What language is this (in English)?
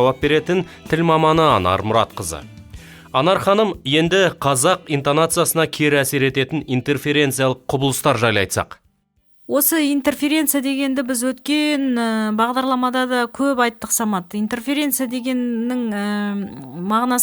Kazakh